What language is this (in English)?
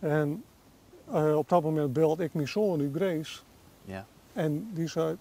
Western Frisian